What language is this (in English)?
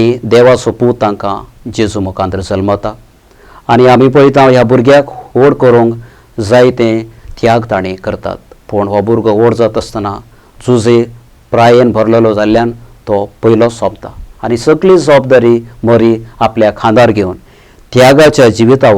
Konkani